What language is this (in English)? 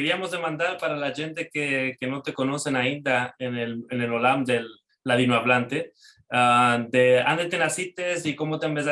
Ladino